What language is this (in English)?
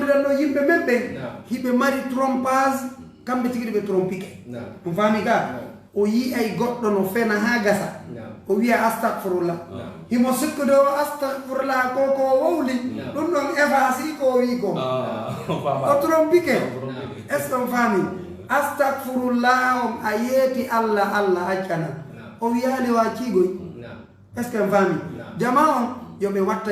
Pular